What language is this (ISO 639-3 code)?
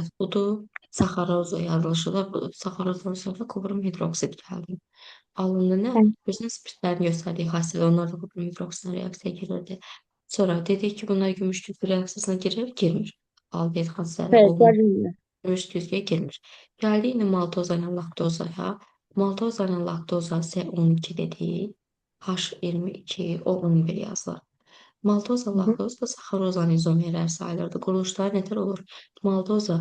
aze